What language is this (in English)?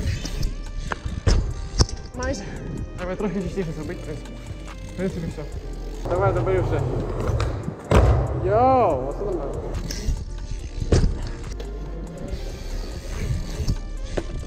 Ukrainian